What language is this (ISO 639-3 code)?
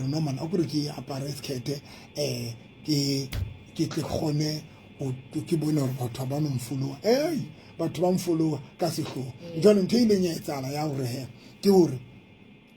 sot